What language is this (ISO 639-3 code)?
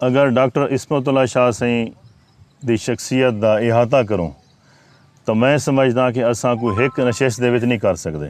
skr